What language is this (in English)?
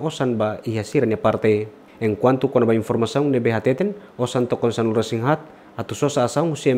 Tetum